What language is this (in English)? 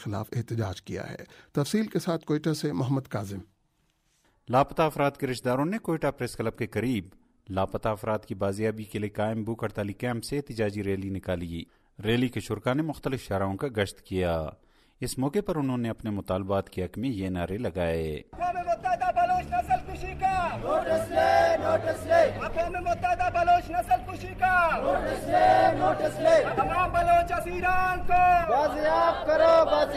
Urdu